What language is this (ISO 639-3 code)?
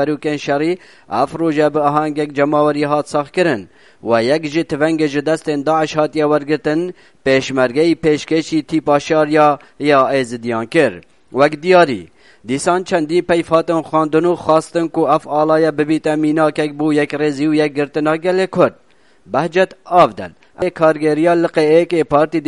kur